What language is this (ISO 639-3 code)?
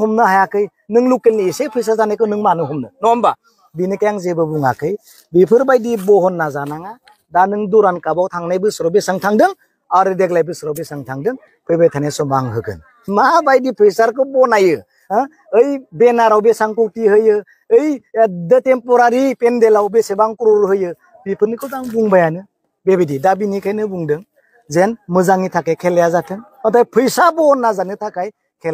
brx